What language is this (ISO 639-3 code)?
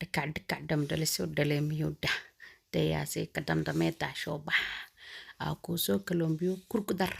som